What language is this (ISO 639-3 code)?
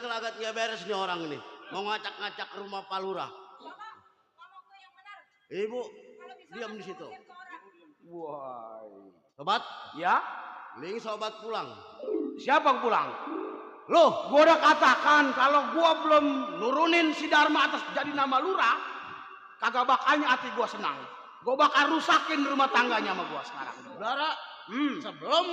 bew